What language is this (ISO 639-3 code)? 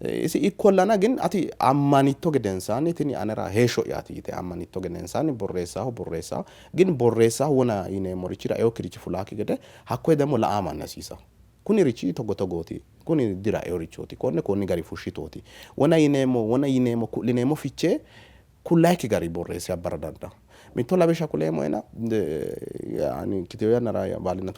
sid